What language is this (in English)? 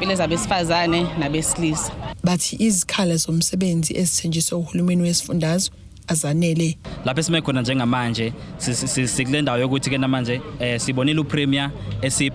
Zulu